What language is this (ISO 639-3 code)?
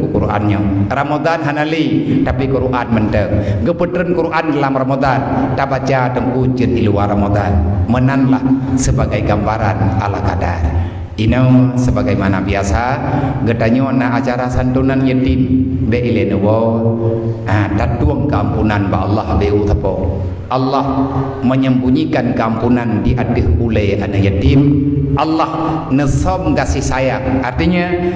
ace